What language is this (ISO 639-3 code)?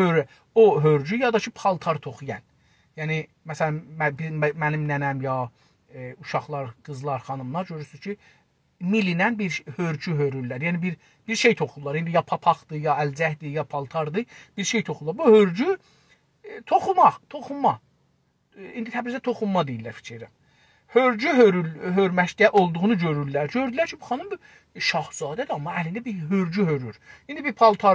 azb